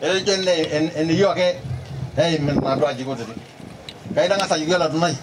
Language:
Masai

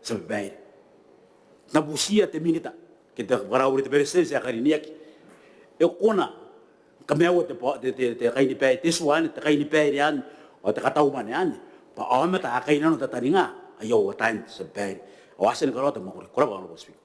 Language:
Gilbertese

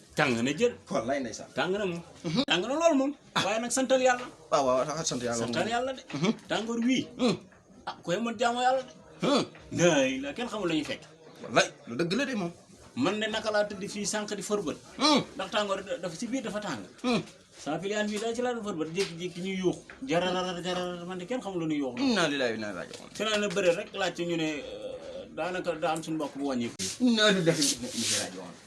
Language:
Wolof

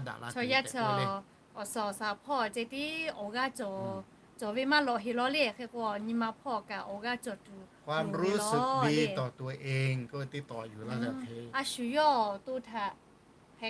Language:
Lahu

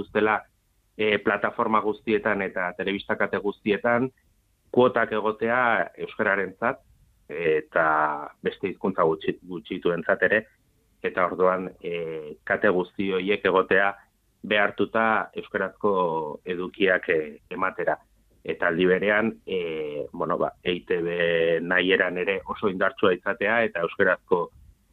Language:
Basque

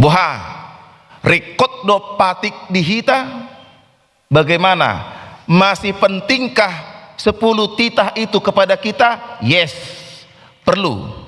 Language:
Batak Toba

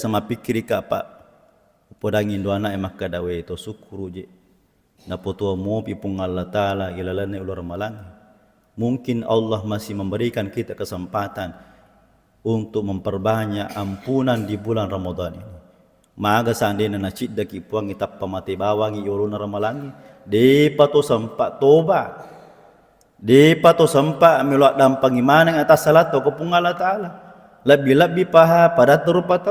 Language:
Buginese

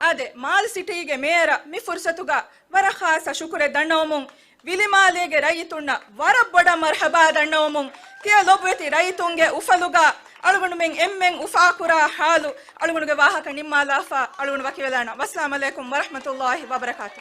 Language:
Divehi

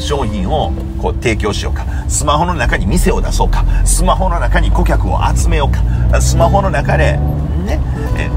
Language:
Japanese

